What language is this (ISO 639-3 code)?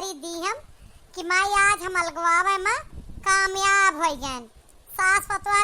awa